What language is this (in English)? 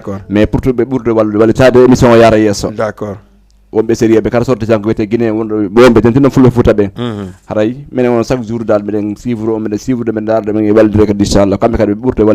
Fula